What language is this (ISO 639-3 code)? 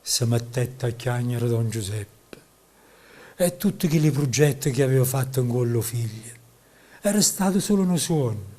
nap